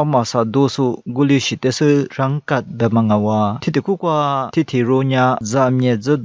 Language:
Lisu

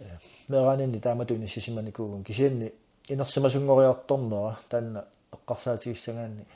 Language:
Kalaallisut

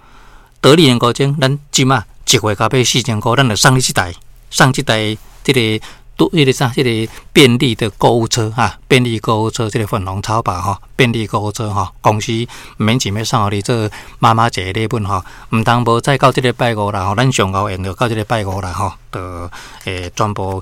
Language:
Min Nan Chinese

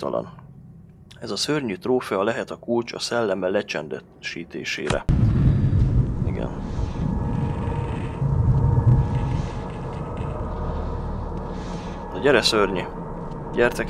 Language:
Hungarian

